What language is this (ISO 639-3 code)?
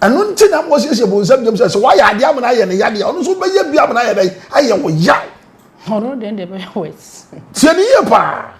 aka